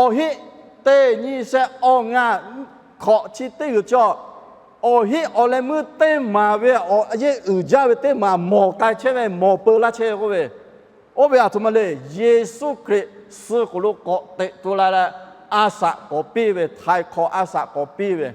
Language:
Lahu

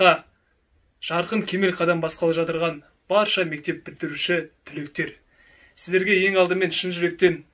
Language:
Kazakh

